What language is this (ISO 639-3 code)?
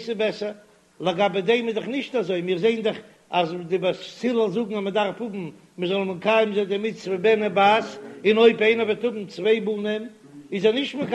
yid